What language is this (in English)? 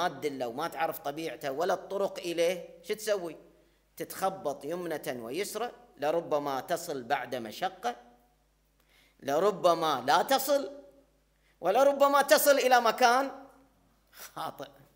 Arabic